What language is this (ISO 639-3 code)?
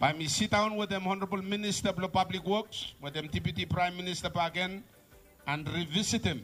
bis